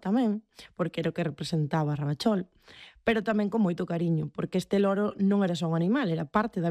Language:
Galician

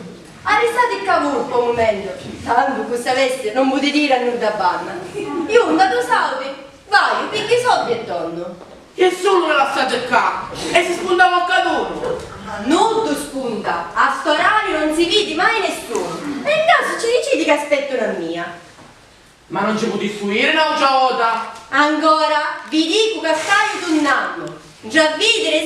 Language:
Sicilian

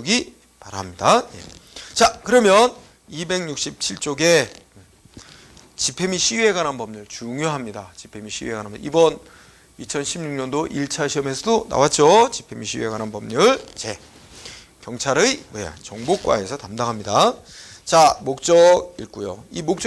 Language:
Korean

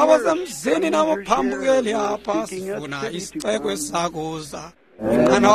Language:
Xhosa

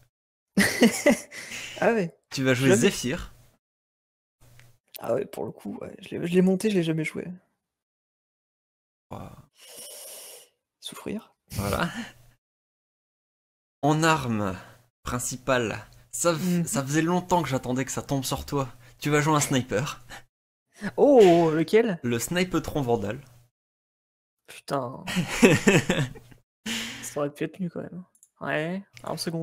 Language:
French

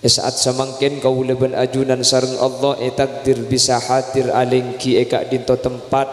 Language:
Madurese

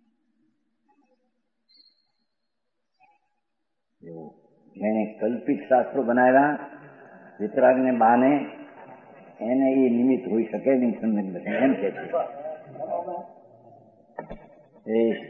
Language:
Gujarati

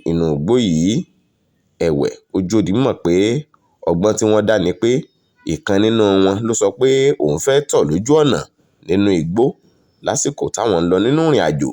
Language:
Yoruba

